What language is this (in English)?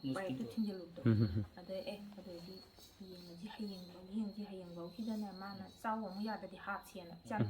Manipuri